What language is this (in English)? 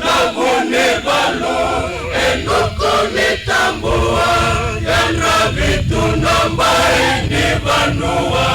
Fijian